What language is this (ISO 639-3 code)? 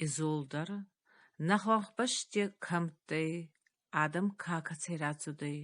oss